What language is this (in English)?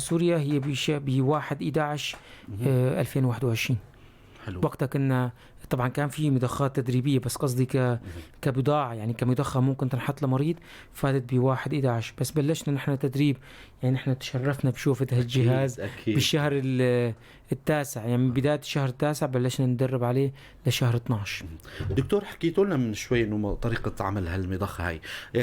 North Levantine Arabic